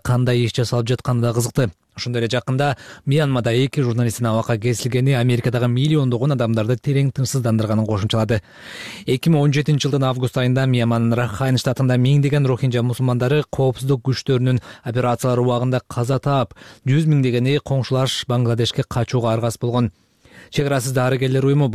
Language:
Kyrgyz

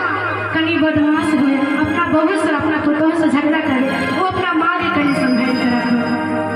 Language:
Maithili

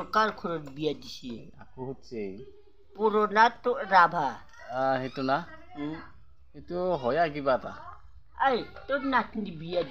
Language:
Assamese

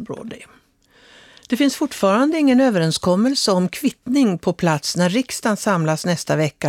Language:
Swedish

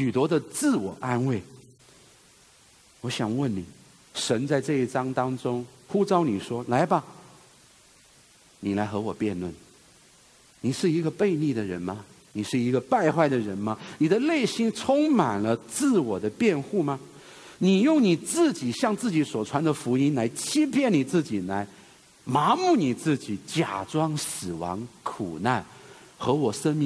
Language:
Chinese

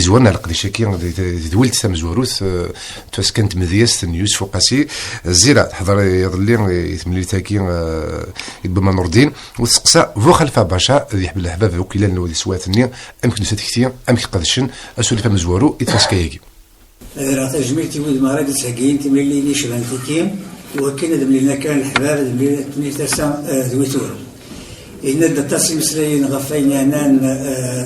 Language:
Kabyle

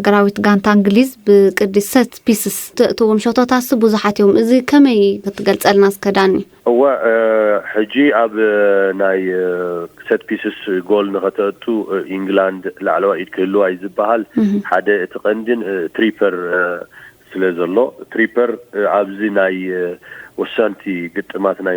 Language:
Tigrinya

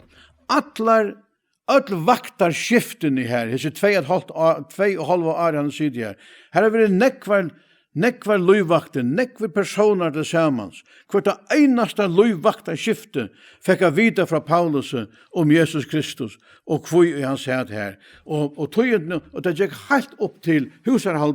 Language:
Faroese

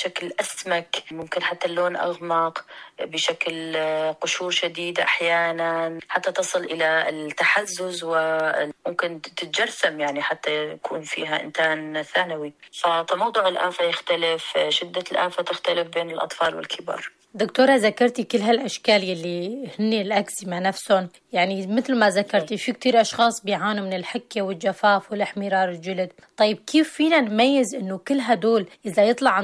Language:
North Levantine Arabic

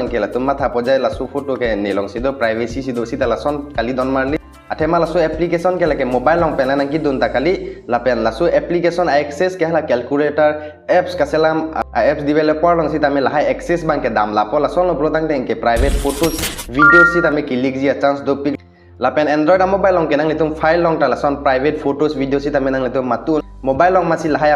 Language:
Karbi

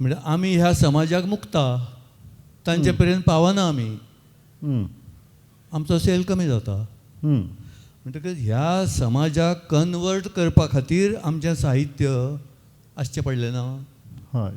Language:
Konkani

